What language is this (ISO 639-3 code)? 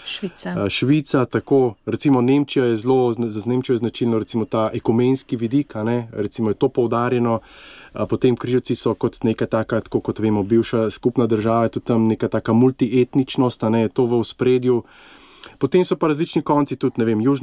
slv